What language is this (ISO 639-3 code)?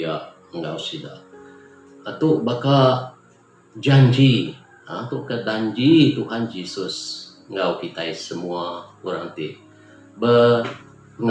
iba